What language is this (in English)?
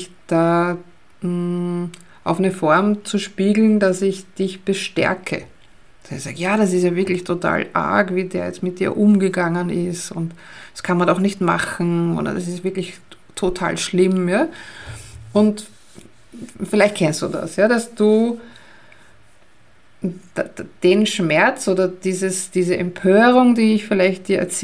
German